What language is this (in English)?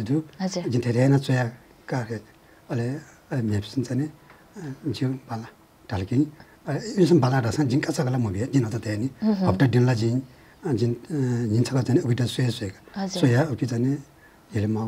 Newari